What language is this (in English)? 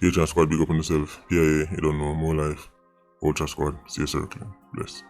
Jamaican Creole English